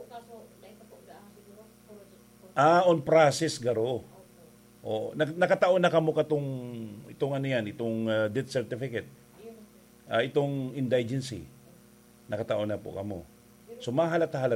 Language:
Bikol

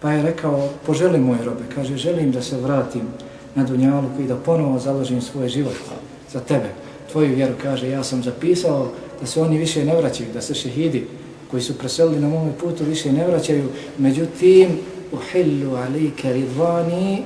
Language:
Bosnian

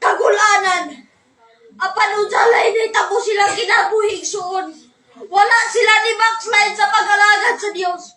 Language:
Cebuano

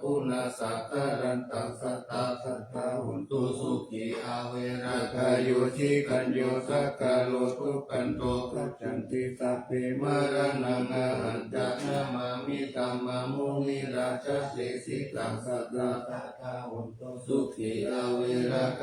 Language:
Pali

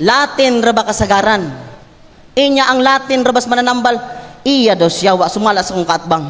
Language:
Cebuano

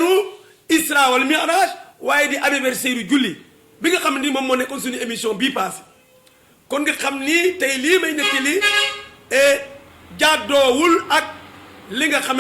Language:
Wolof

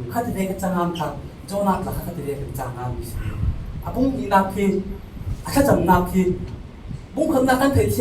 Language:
Falam Chin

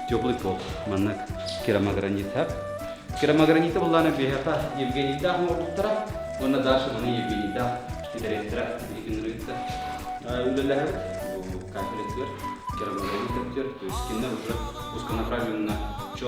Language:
Yakut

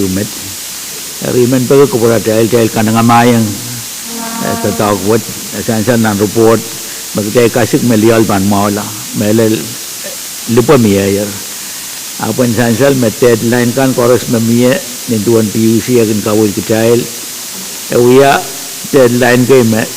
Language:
Pohnpeian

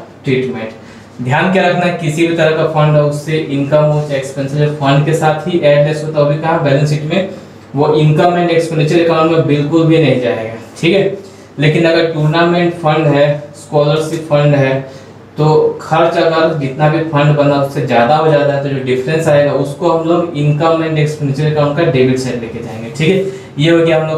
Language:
Hindi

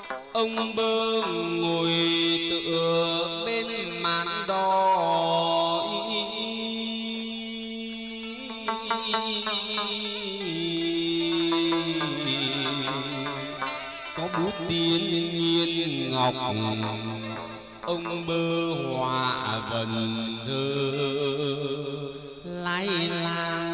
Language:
Vietnamese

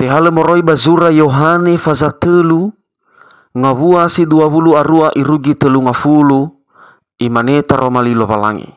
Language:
Nias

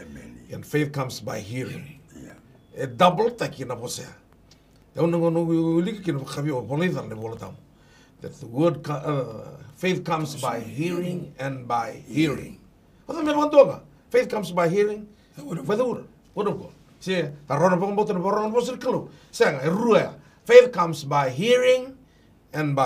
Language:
Fijian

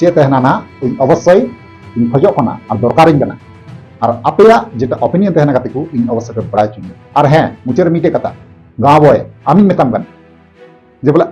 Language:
Santali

